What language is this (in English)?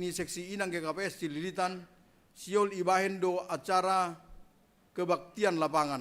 Batak Simalungun